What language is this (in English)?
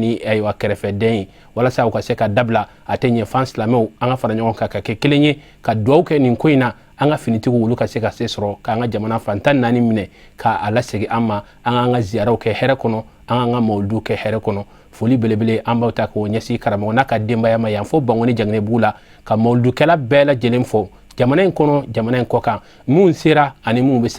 Bambara